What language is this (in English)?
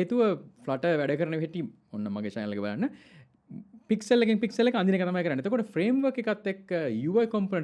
Sinhala